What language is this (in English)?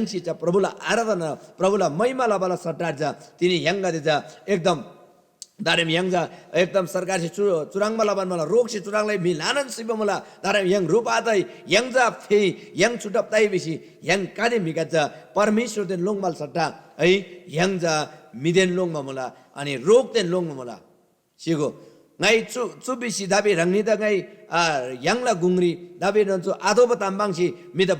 Eastern Tamang